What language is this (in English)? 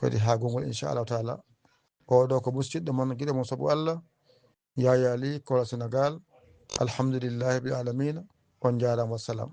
Fula